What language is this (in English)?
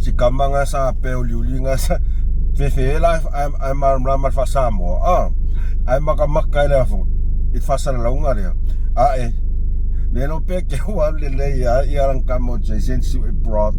Samoan